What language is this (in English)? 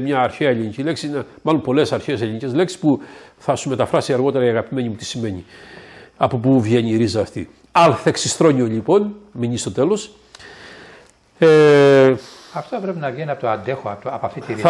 Greek